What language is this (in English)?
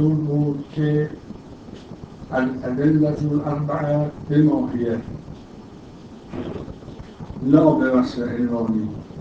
Persian